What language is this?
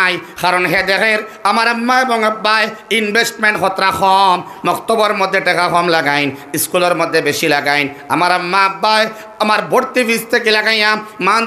Sylheti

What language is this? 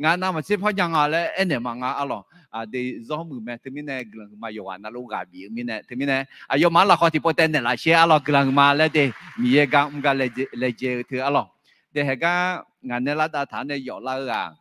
Akha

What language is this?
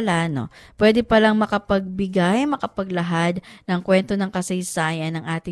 Filipino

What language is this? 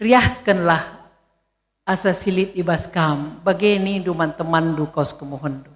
Batak Karo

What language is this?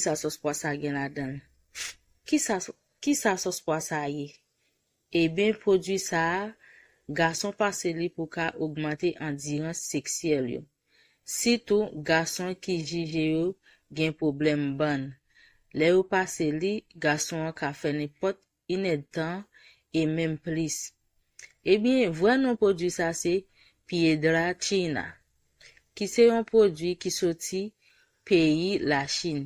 Haitian Creole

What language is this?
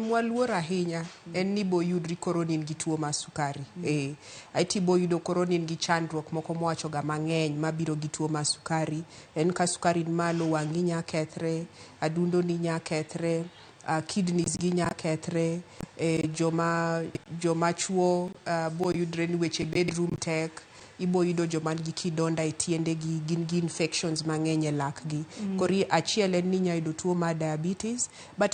Luo (Kenya and Tanzania)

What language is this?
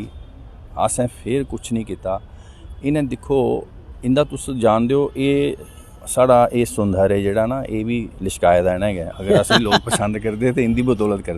Dogri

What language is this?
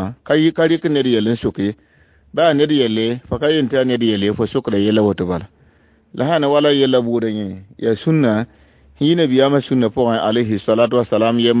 Mossi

